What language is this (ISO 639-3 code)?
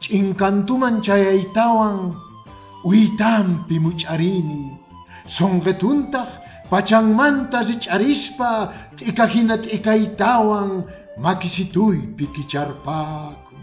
que